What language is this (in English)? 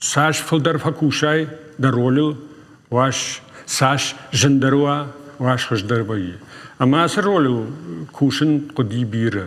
Ossetic